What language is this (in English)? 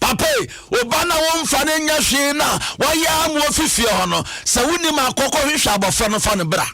Akan